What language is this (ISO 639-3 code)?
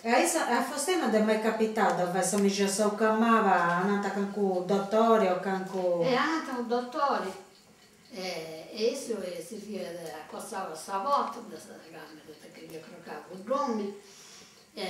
srd